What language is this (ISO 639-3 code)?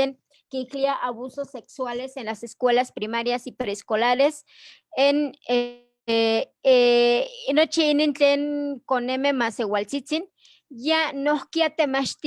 nhe